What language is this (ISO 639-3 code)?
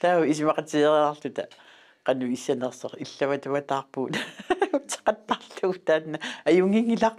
kal